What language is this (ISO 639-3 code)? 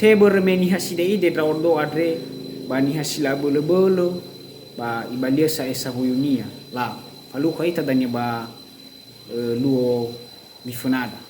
nia